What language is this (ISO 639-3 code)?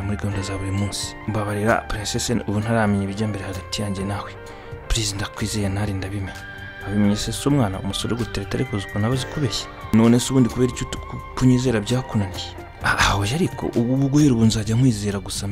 kin